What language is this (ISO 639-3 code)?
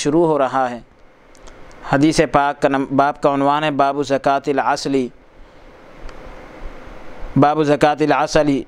urd